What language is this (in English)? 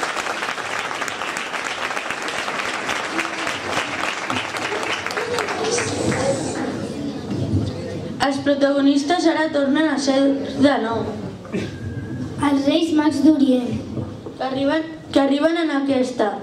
Catalan